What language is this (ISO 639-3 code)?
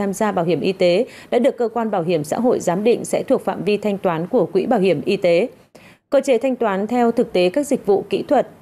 vie